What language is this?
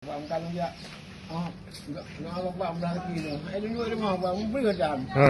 Achinese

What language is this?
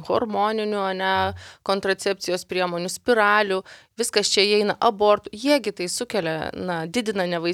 Lithuanian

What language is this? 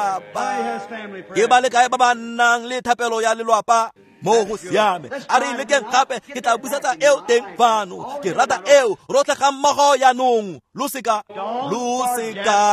Tswana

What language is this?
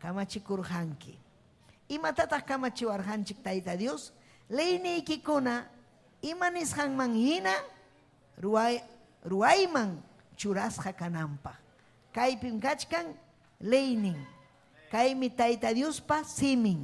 Ayacucho Quechua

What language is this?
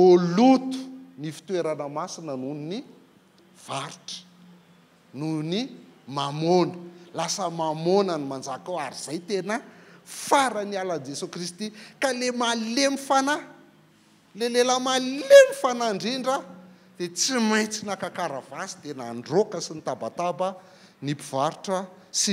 Malagasy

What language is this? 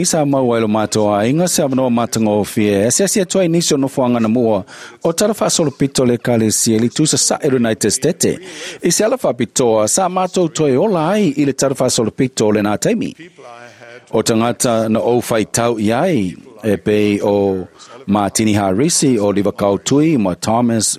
Samoan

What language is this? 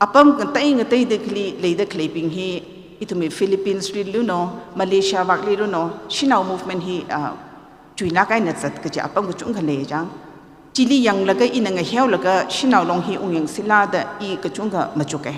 Tangkhul Naga (India)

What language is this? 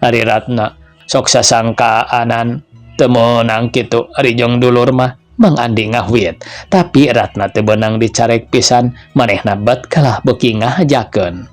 Sundanese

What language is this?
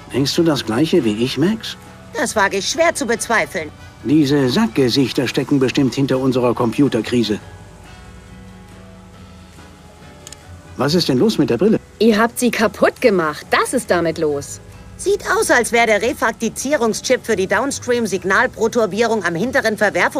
German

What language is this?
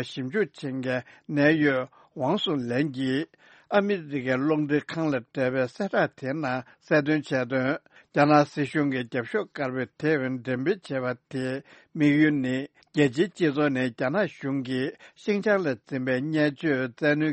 Tibetan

